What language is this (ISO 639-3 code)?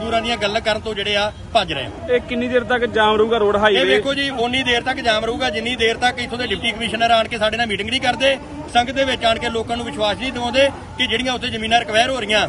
pan